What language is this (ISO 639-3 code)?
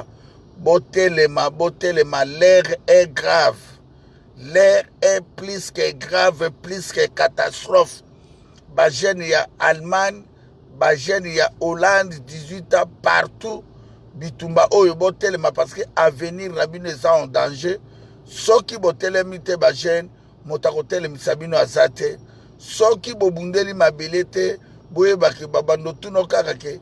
lin